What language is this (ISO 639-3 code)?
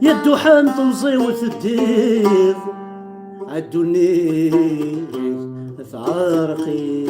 kab